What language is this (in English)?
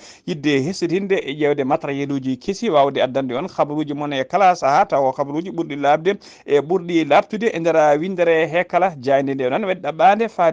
Fula